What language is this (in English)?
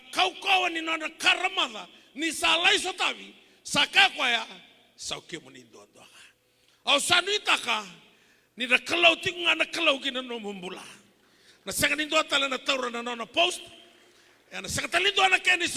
Fijian